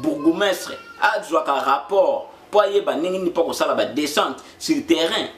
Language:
Lingala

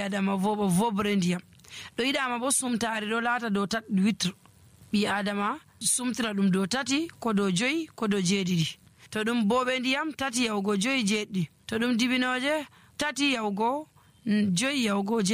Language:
Nigerian Fulfulde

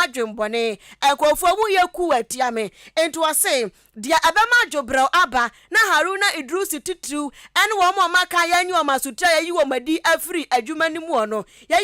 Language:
Akan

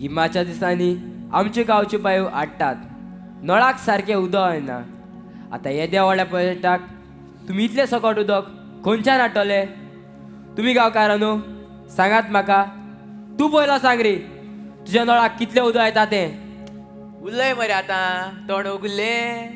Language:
Konkani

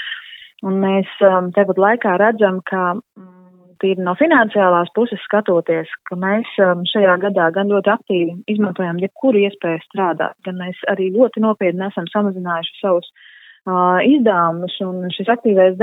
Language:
Latvian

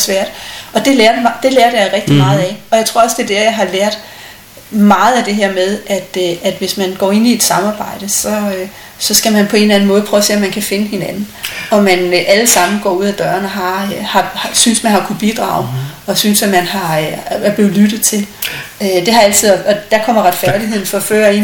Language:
Danish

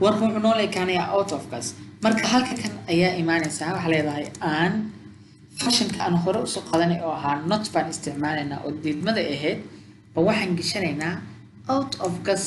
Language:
Somali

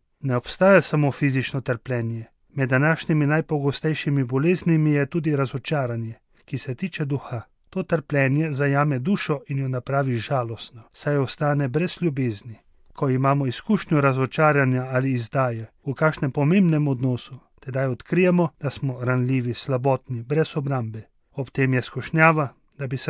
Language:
Slovenian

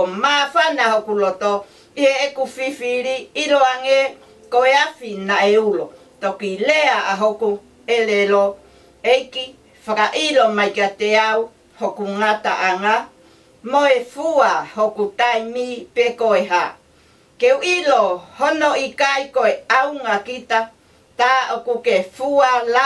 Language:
Tongan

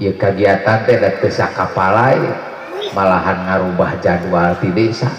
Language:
Sundanese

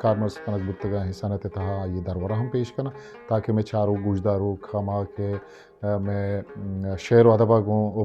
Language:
Eastern Balochi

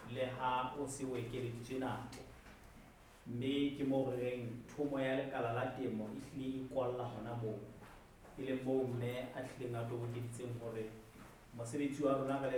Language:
Southern Sotho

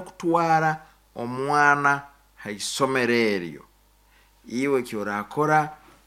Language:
Nyankole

